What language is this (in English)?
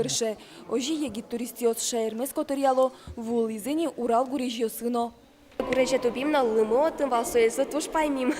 Udmurt